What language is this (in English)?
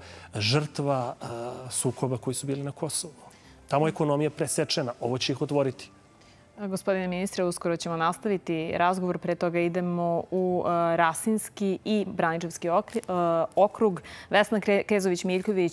Serbian